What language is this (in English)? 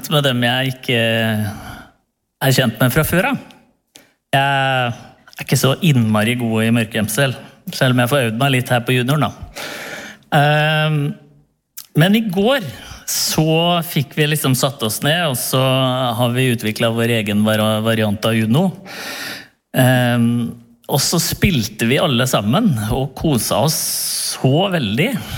Norwegian